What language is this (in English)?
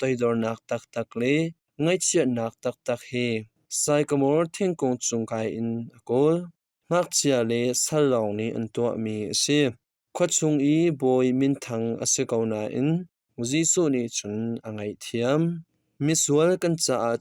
Hakha Chin